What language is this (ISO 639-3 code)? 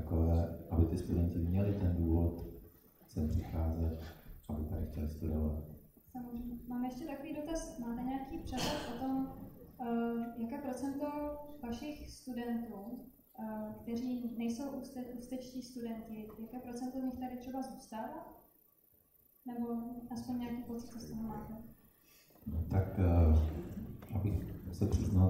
ces